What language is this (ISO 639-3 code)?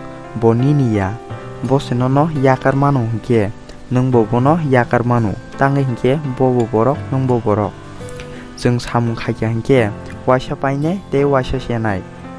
trp